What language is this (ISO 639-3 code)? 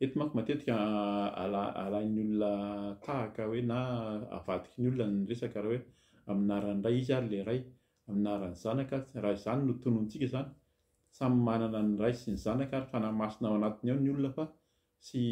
mlg